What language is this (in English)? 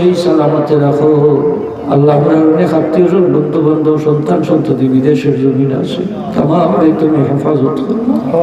Sylheti